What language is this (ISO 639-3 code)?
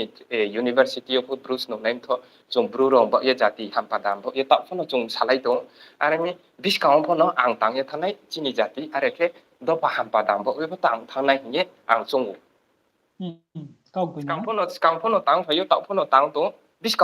ria